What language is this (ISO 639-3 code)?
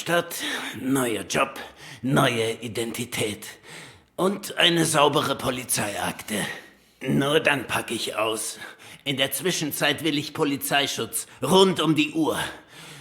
gsw